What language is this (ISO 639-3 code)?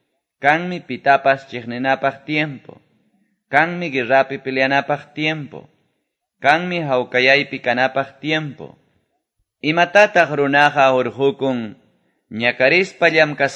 que